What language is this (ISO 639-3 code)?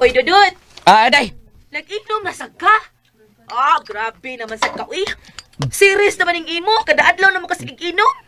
ceb